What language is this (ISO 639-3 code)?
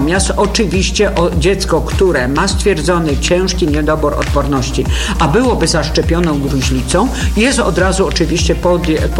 pol